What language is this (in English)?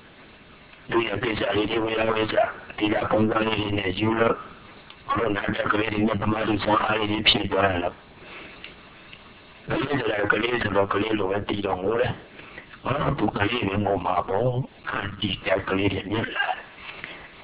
Burmese